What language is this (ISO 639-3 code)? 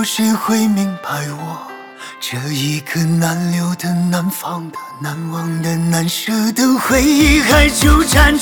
zho